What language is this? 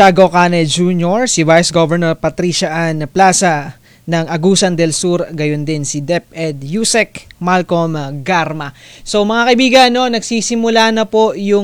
Filipino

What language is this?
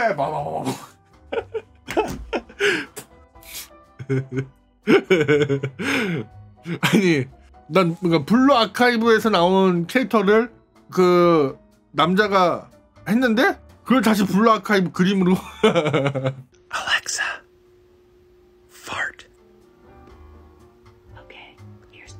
Korean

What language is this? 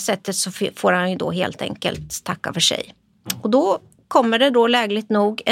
Swedish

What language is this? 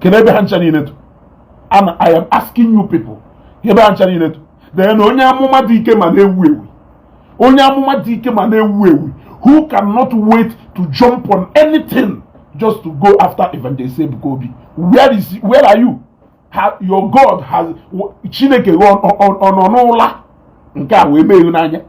Igbo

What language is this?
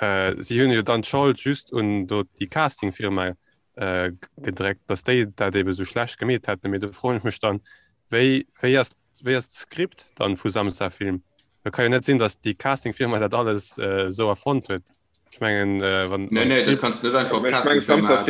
Luxembourgish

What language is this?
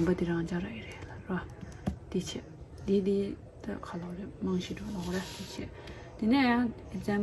Tibetan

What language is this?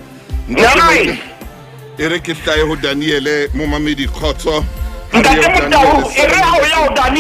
Southern Sotho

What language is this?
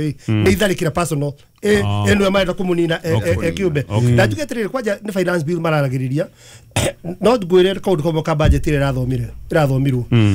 Kikuyu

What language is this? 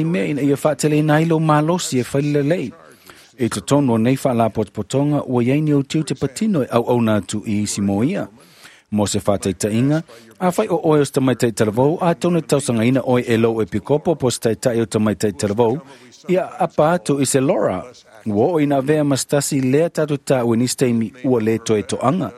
Samoan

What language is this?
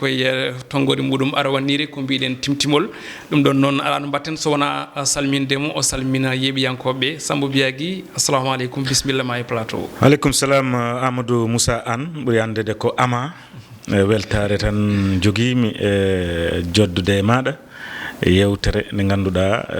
Fula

